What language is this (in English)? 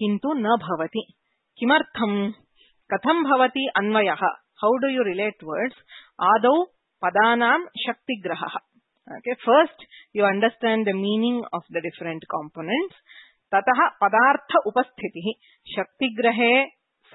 Sanskrit